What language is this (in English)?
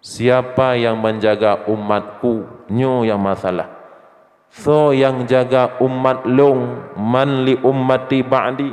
Achinese